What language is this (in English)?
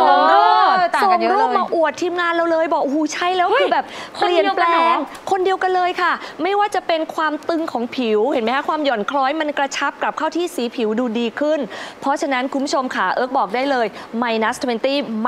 Thai